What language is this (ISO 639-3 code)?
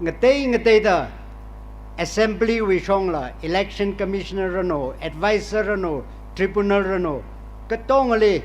nmf